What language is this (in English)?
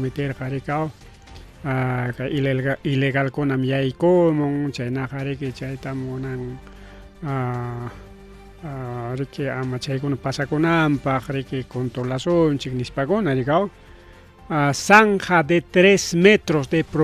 Ayacucho Quechua